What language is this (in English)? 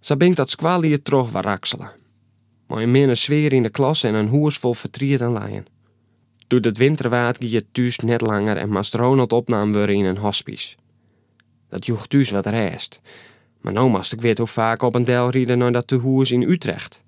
Western Frisian